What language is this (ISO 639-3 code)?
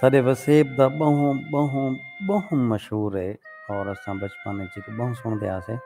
skr